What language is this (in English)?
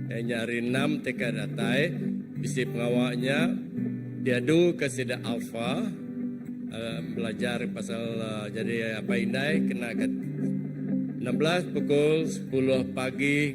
Iban